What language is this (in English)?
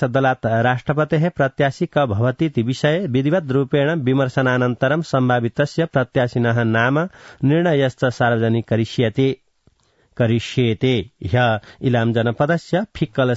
Sanskrit